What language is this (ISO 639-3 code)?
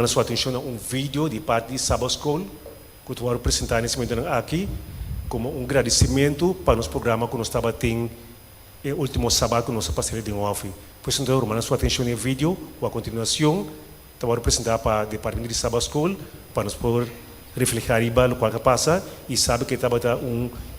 pap